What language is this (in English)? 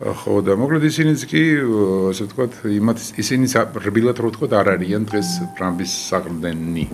Georgian